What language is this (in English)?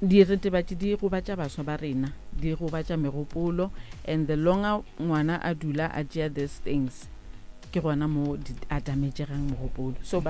Northern Sotho